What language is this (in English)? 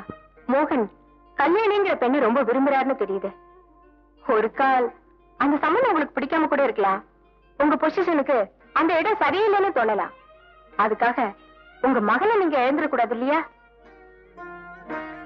Tamil